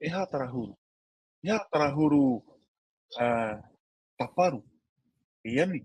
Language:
Tahitian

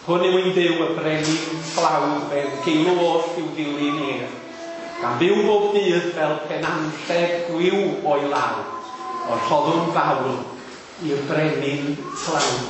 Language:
Welsh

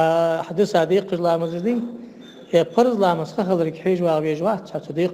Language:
Ingush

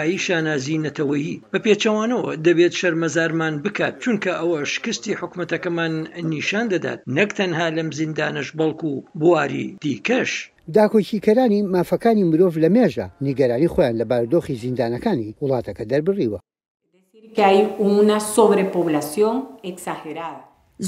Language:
Central Kurdish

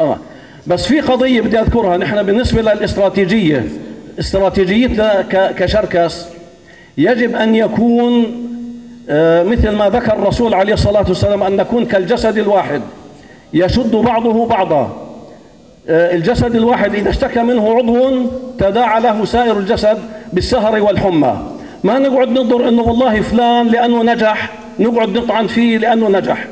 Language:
North Levantine Arabic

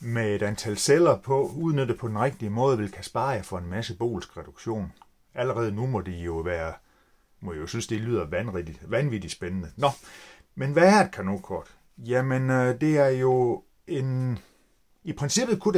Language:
Danish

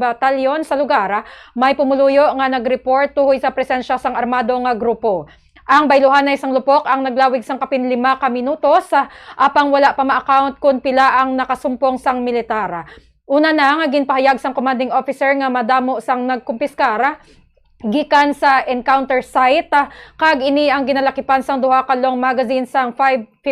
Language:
Hiligaynon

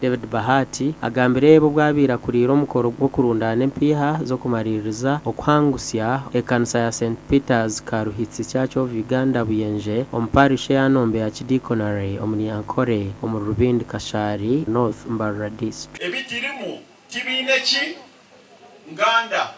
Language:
Nyankole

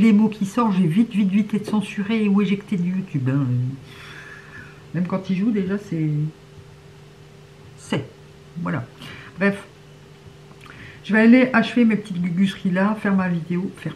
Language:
French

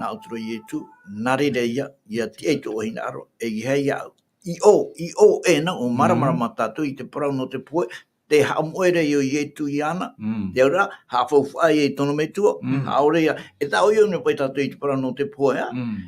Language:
Tahitian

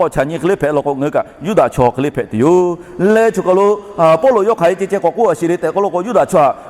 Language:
Lahu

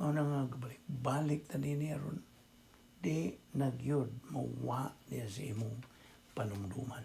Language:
Cebuano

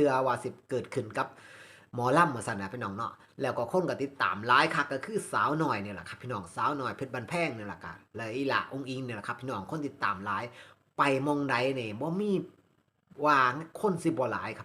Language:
Northeastern Thai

